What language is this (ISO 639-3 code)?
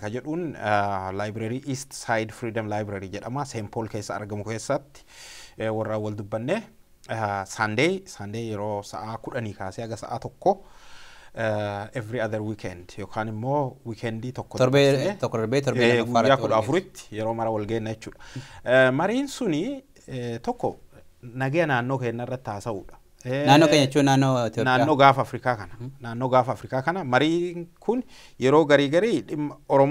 orm